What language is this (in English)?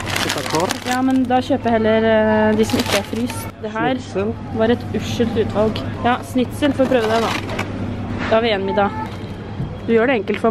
Norwegian